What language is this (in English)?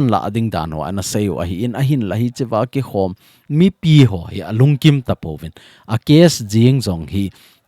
Thado Chin